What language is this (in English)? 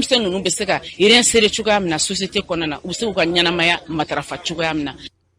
Bambara